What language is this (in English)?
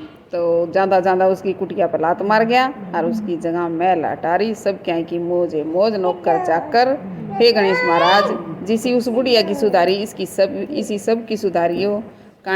Haryanvi